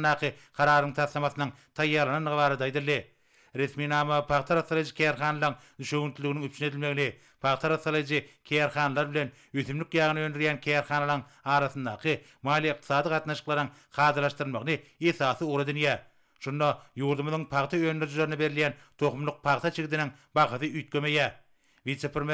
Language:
Turkmen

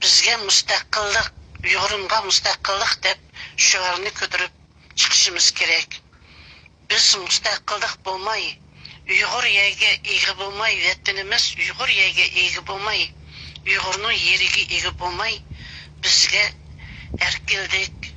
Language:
Uyghur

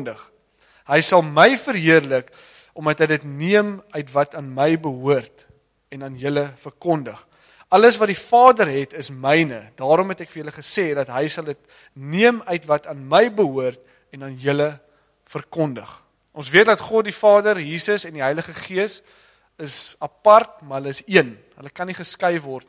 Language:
Afrikaans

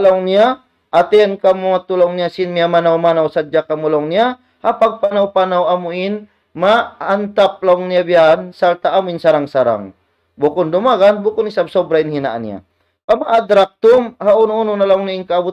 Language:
Tausug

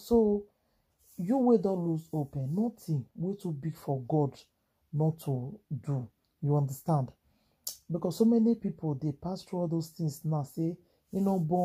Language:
Nigerian Pidgin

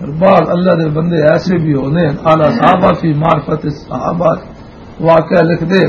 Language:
Western Panjabi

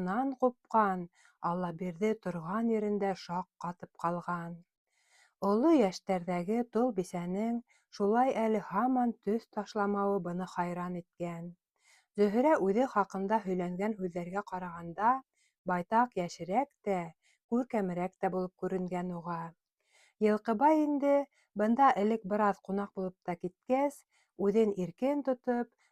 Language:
Bashkir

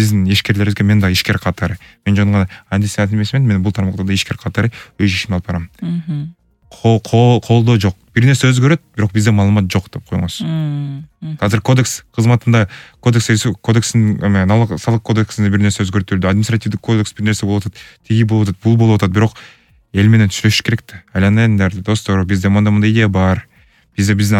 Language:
Kyrgyz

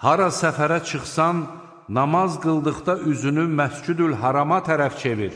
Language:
Azerbaijani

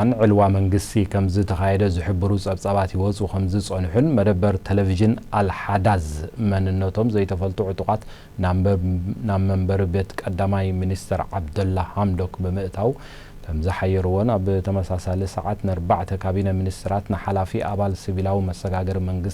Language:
Tigrinya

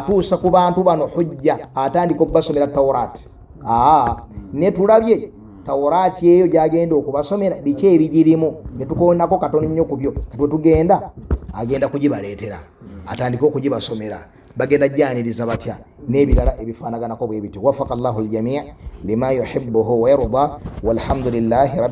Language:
Ganda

